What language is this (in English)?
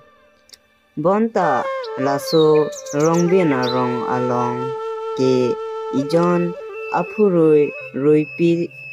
Karbi